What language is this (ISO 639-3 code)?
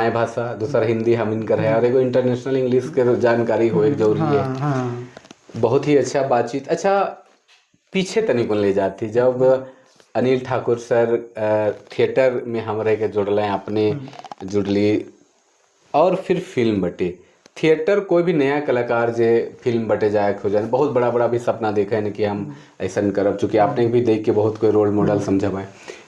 sck